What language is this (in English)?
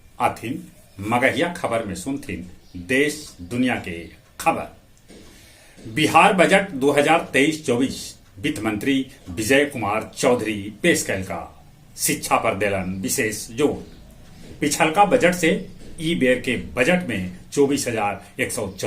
Magahi